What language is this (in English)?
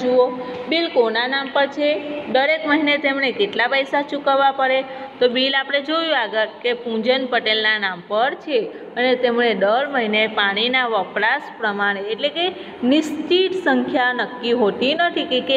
Gujarati